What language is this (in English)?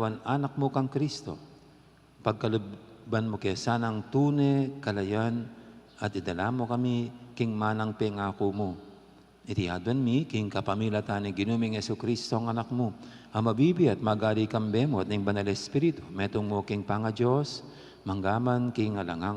Pampanga